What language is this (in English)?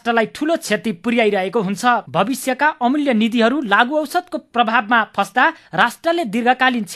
Nepali